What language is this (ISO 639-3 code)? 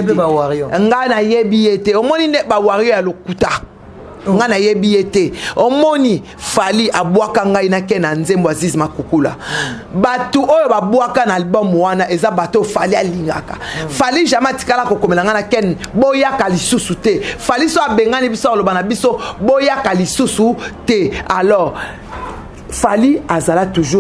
lin